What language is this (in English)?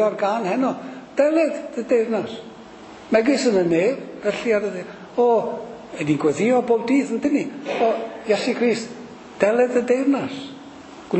Welsh